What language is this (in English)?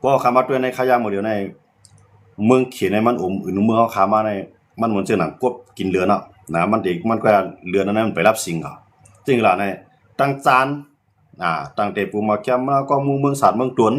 Shan